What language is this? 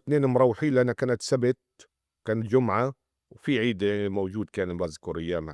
North Levantine Arabic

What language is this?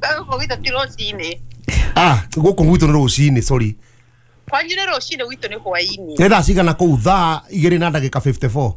Kikuyu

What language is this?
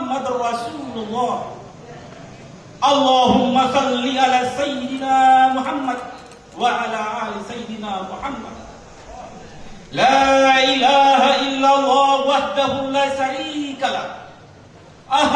Indonesian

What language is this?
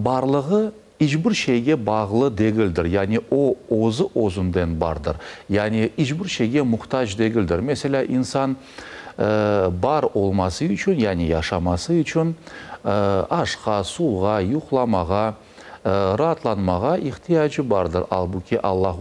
Crimean Tatar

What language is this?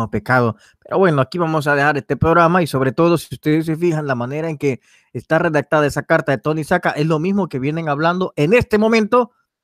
Spanish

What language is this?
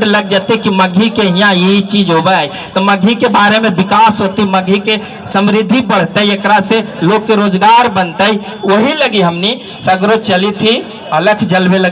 Magahi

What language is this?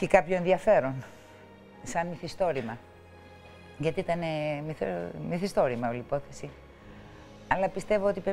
Greek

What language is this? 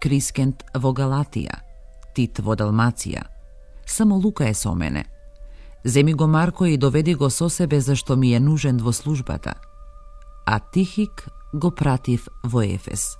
Macedonian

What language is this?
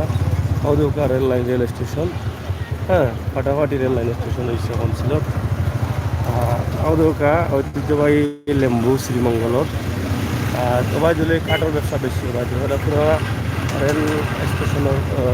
Sylheti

